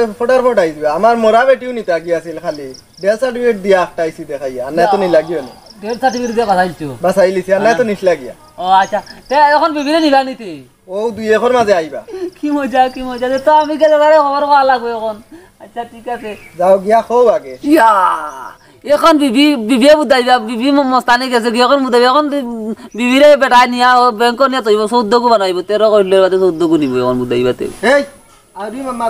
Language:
Sylheti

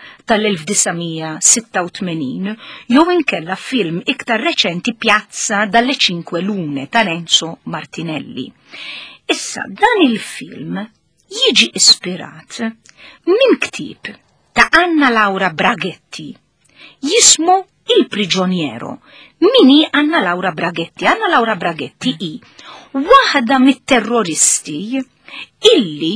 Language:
Maltese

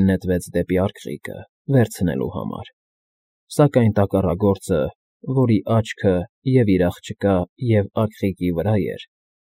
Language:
Armenian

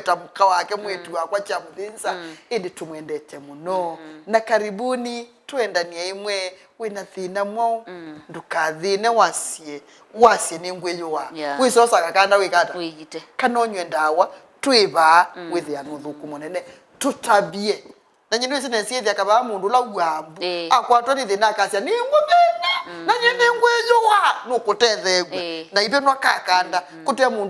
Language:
Kamba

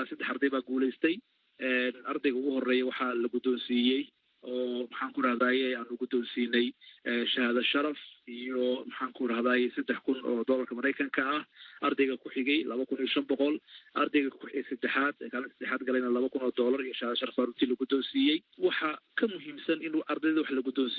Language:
Somali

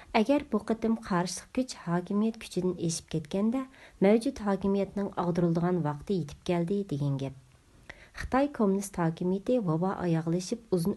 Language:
Uyghur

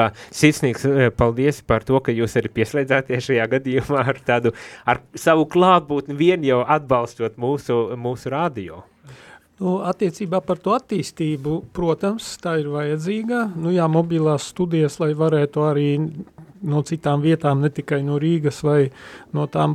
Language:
Latvian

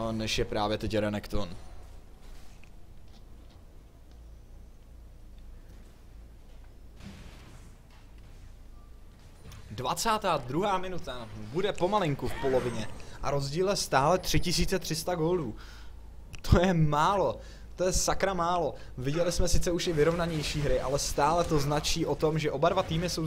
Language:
Czech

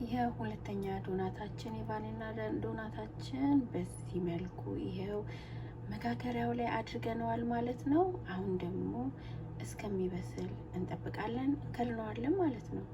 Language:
Amharic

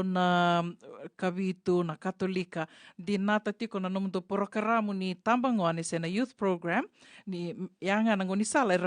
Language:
Fijian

